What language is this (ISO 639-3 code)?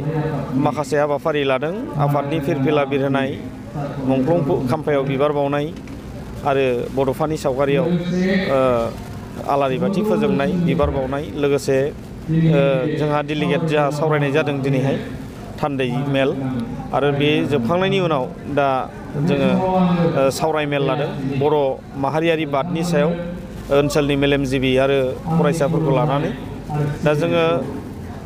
brx